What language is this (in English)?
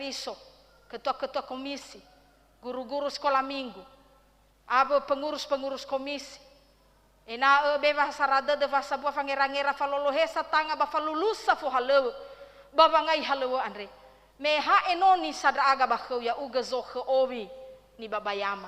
Nias